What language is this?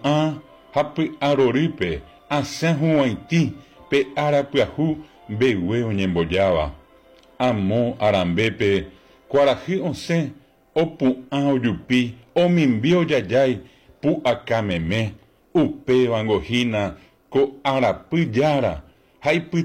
Guarani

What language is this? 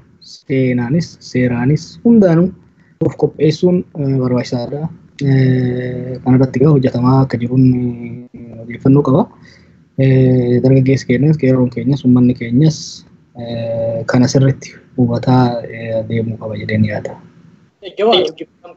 Oromo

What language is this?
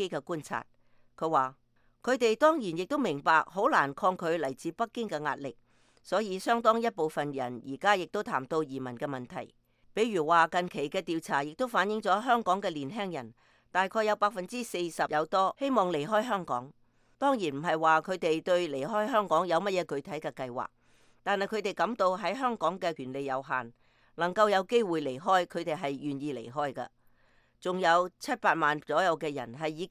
Cantonese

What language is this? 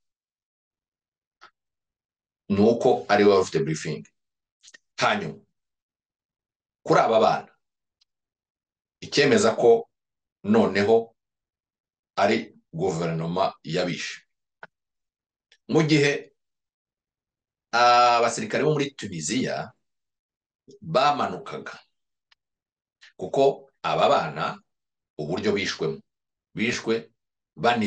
Kinyarwanda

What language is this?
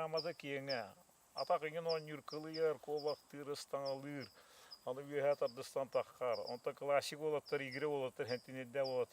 Yakut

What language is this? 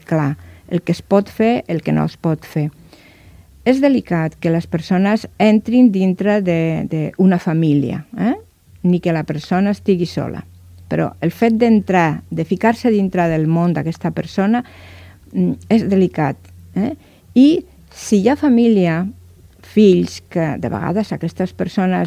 Catalan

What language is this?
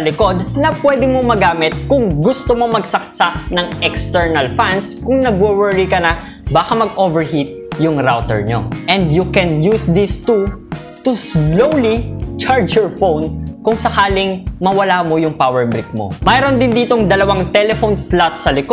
Filipino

